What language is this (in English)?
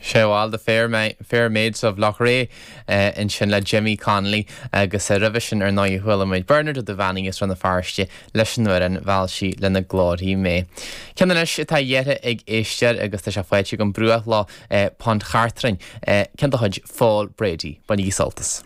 Irish